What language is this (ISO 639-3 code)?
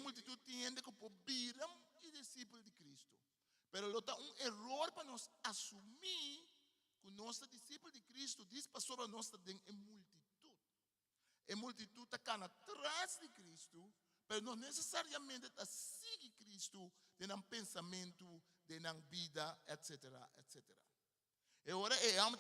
pap